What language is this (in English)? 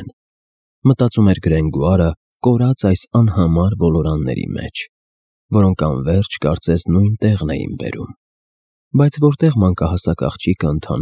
Armenian